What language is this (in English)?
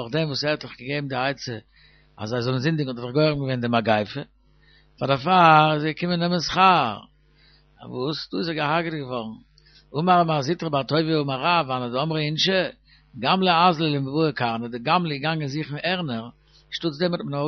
Yiddish